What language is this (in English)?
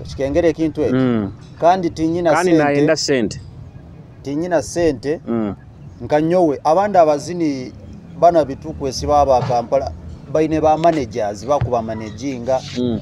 Nyoro